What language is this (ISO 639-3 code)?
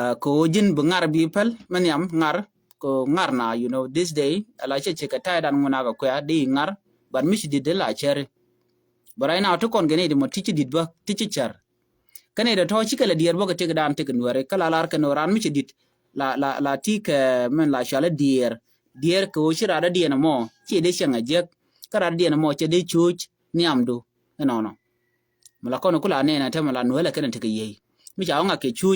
nus